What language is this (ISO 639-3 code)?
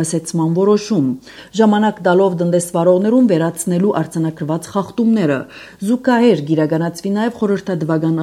hye